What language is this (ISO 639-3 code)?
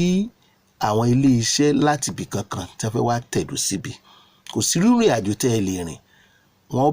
yor